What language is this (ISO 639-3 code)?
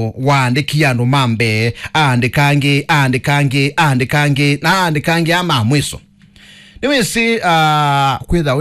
kam